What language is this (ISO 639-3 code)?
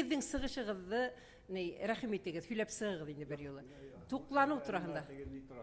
bak